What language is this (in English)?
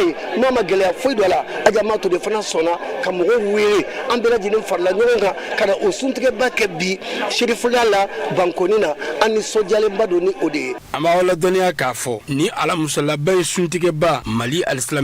Bambara